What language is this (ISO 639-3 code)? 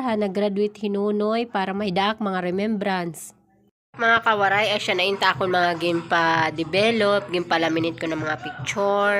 war